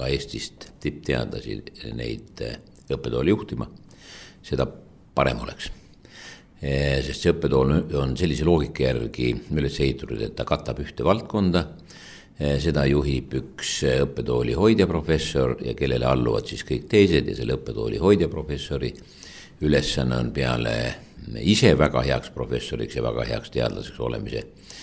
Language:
Estonian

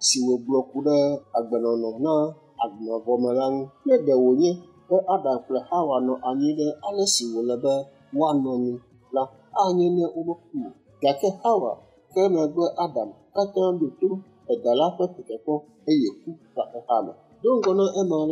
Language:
Ewe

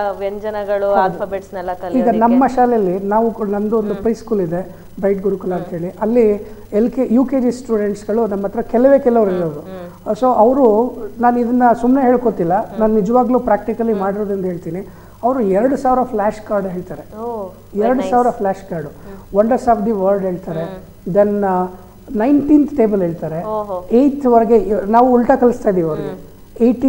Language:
Kannada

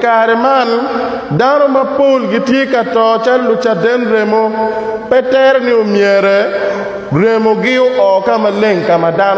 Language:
Acoli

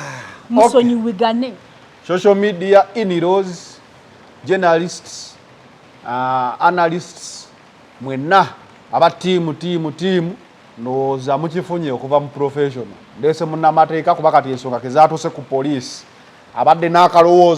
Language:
Ganda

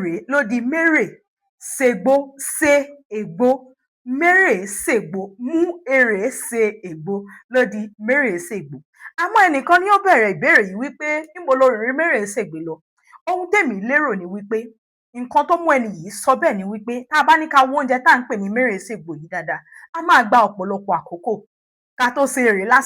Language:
Yoruba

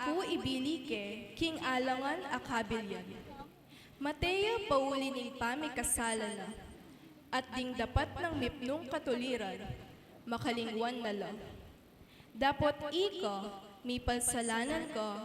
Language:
Pampanga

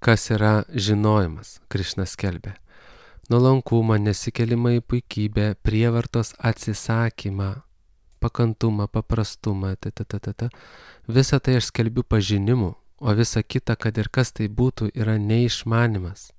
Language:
Lithuanian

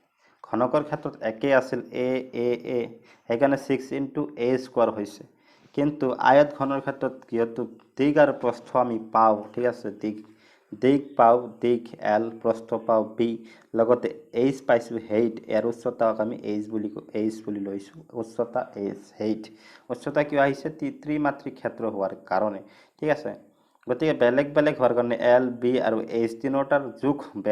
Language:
Assamese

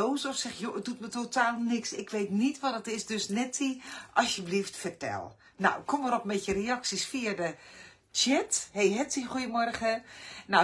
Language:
Dutch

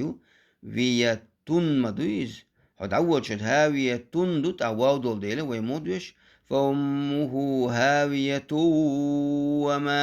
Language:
Chechen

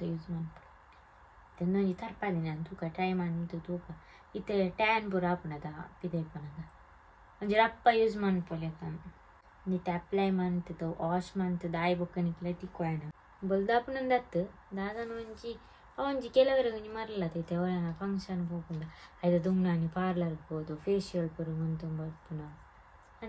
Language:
Tulu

